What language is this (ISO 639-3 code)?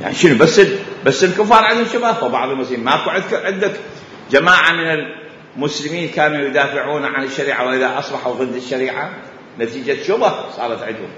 acm